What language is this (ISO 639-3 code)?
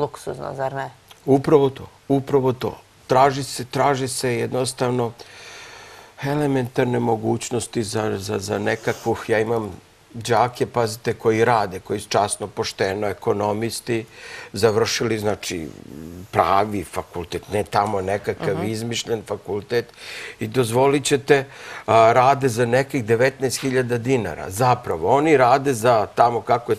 srp